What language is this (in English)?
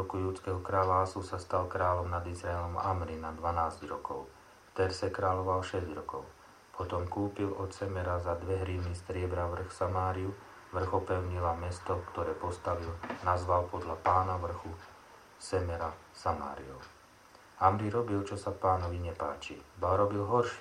Slovak